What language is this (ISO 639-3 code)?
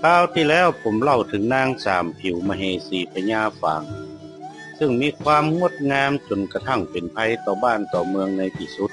nod